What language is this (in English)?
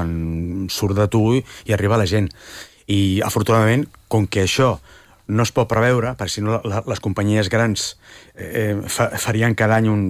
Catalan